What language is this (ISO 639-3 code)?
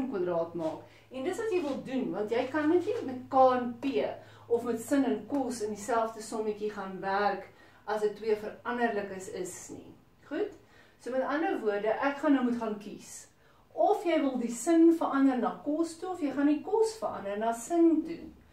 afr